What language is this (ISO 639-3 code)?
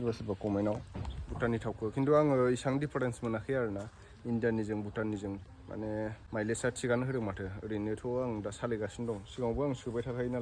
brx